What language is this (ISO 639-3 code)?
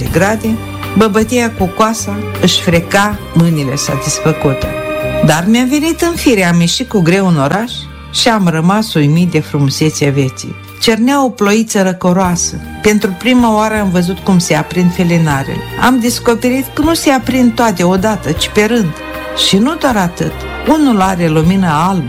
ron